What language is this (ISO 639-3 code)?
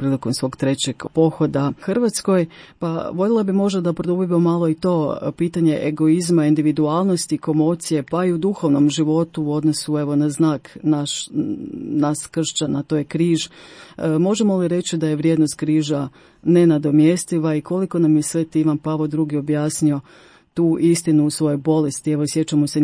hrv